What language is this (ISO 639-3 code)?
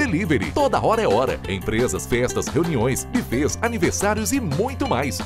por